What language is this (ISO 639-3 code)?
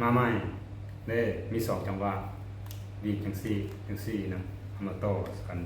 lao